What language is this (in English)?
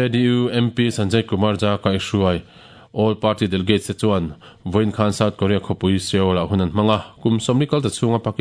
Mizo